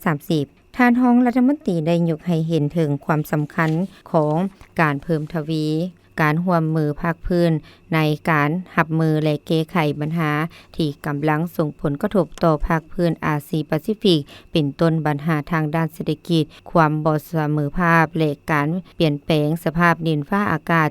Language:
Lao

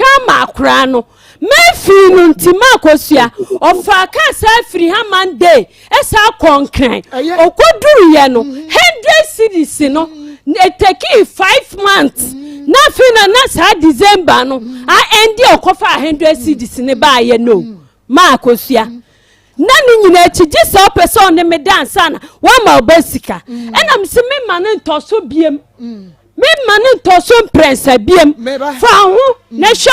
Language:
Akan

